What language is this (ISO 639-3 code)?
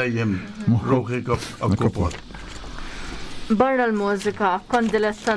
mlt